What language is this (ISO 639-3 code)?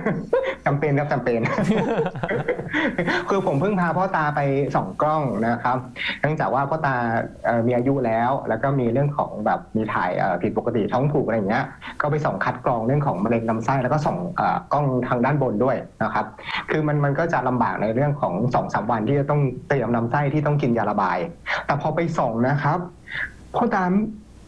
tha